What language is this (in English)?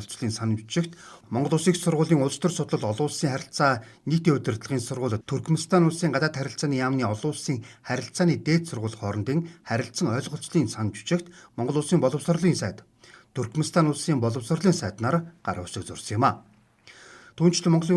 Mongolian